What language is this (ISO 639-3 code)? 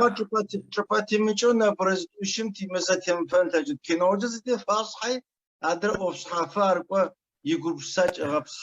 ady